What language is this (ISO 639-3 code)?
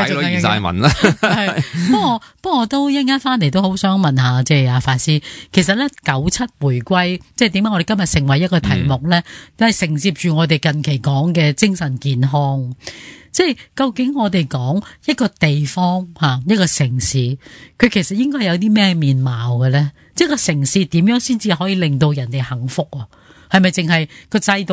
yue